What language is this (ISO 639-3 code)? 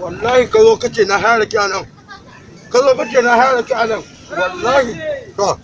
hau